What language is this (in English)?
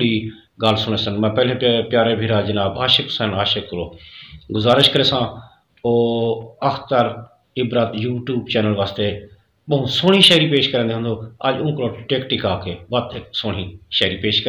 Saraiki